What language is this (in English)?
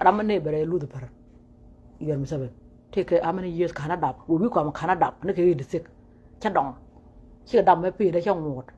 Nuer